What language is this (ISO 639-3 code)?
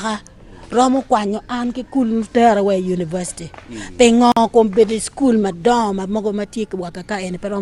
ach